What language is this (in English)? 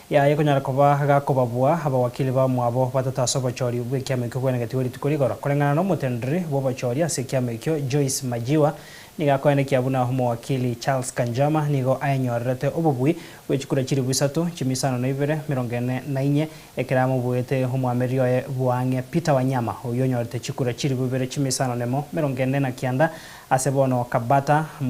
Gusii